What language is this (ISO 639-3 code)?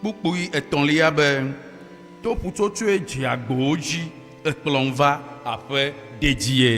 ewe